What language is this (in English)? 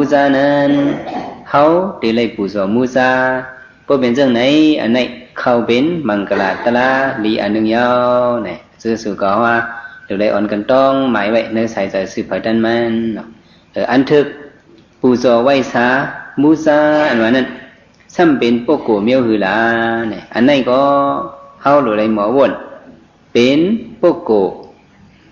Shan